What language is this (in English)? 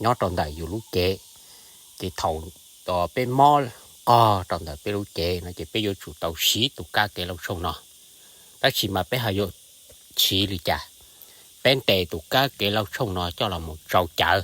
Hmong